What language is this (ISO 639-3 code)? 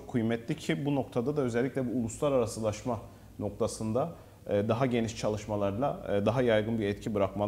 tur